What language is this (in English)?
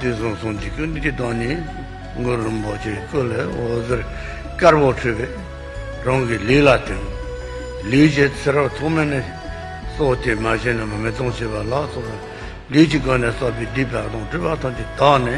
Tibetan